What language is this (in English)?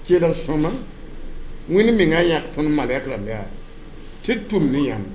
Mossi